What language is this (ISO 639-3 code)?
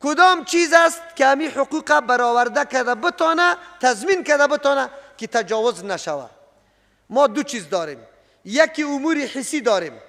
fas